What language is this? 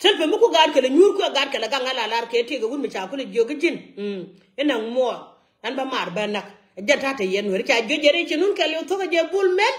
Nuer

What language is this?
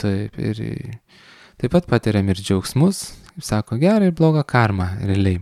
Lithuanian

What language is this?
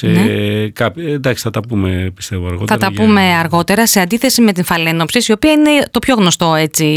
Greek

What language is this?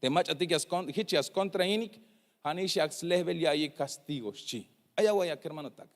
Tzeltal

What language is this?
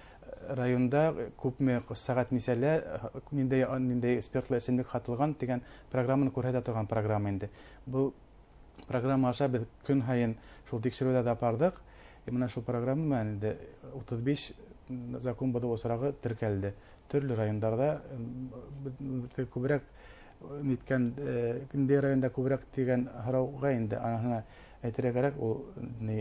Bashkir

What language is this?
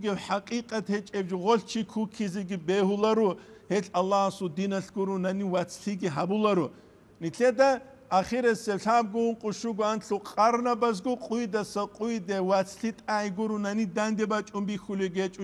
Avaric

